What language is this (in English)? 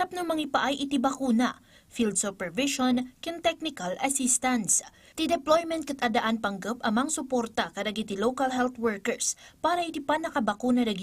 Iloko